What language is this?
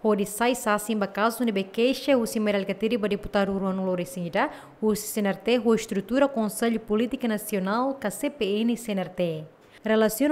Tetum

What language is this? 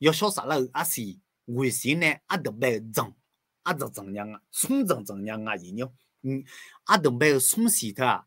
Akha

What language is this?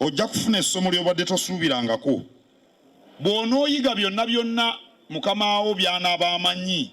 Ganda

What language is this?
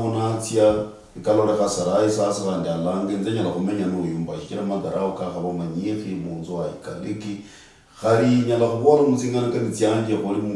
Luyia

